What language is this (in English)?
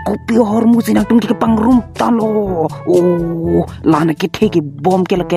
Karbi